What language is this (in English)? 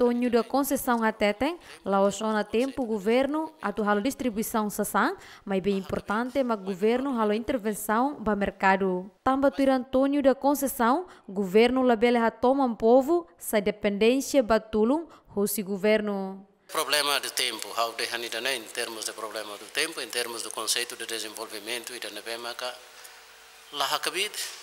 Tetum